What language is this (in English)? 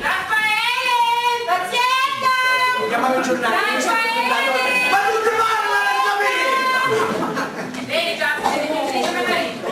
Sicilian